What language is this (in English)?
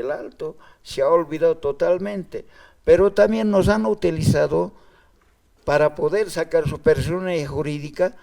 Aymara